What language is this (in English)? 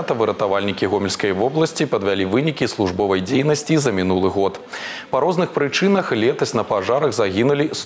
Belarusian